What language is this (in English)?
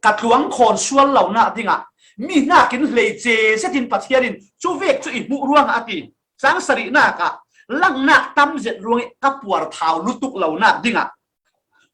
Falam Chin